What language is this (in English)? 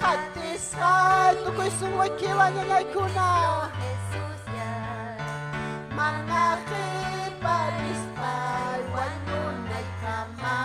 Ayacucho Quechua